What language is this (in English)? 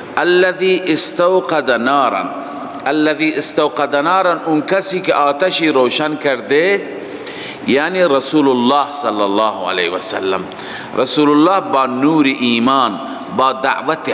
Persian